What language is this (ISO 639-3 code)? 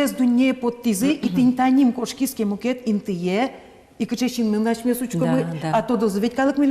udm